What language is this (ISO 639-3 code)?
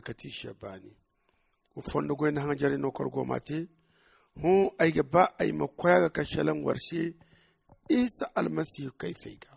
dje